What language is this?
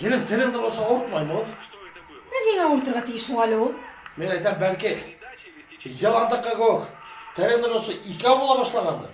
Bashkir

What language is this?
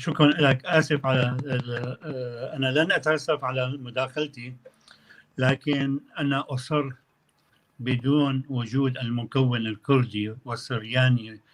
North Levantine Arabic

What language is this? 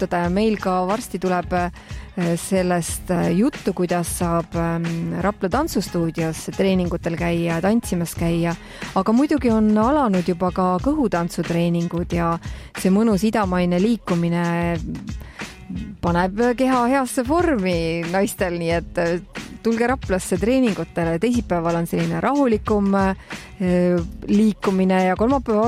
Estonian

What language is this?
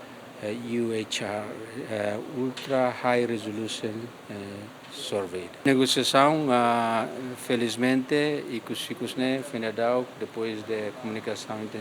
Tetum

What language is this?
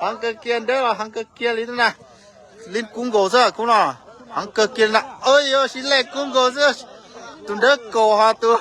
Hmong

